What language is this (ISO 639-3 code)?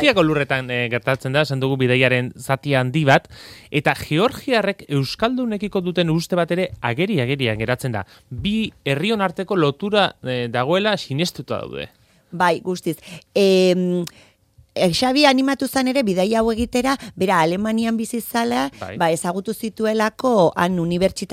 eus